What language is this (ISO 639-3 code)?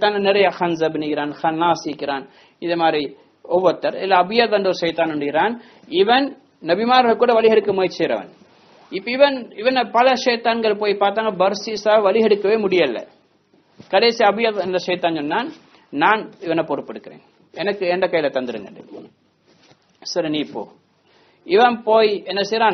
tam